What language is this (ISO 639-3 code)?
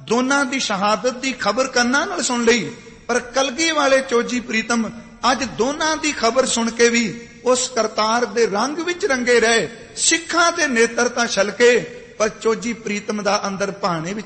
pan